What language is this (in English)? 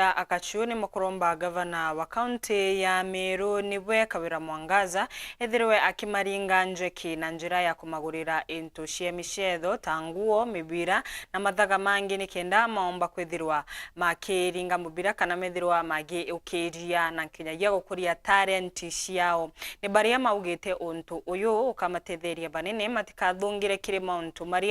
Meru